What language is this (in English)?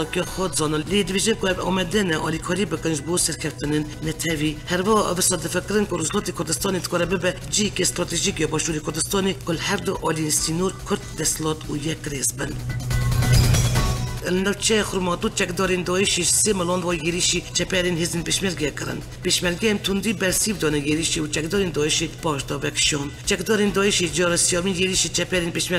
Kurdish